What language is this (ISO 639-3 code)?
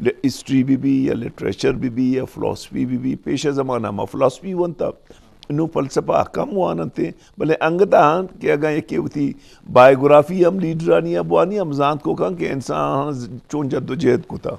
bgp